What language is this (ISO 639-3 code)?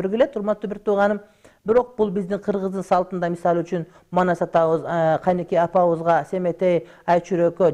kir